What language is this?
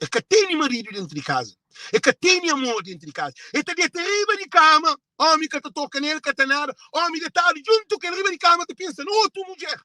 Kabuverdianu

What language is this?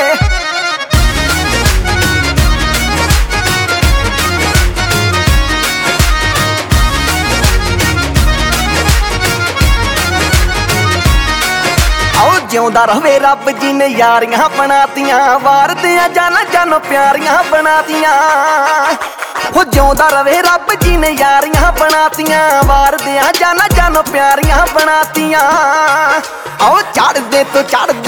Punjabi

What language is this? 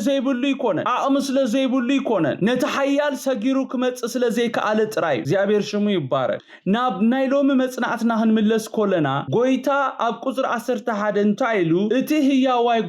Tigrinya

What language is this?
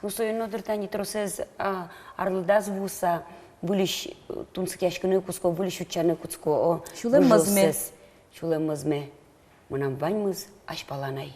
Udmurt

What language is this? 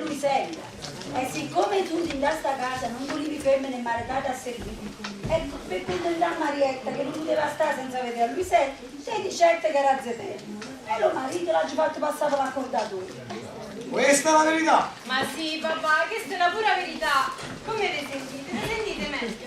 Neapolitan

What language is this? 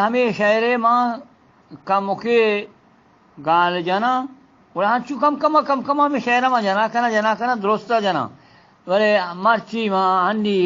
Eastern Balochi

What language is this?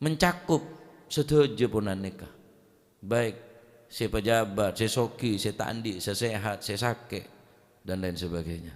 Madurese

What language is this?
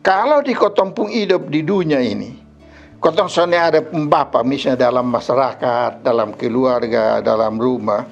Kupang Malay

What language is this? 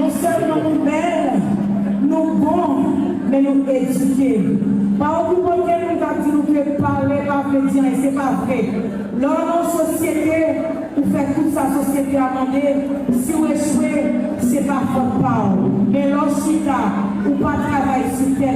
Haitian Creole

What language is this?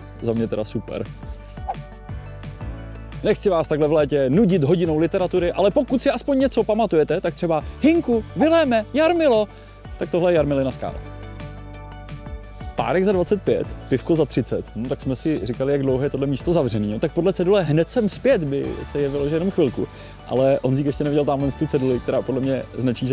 Czech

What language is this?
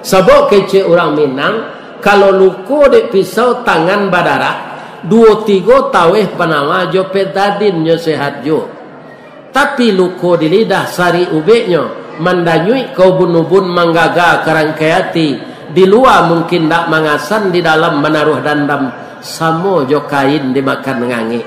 Minangkabau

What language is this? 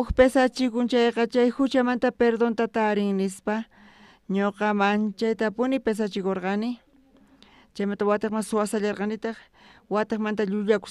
South Bolivian Quechua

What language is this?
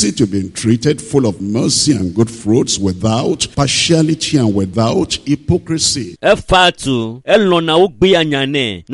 Ewe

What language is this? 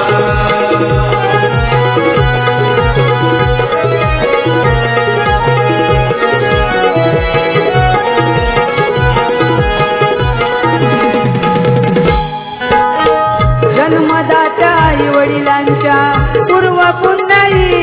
Marathi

